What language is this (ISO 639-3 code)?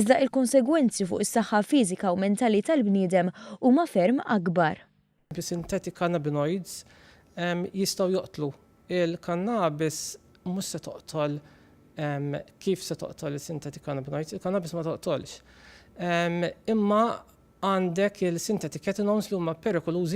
mlt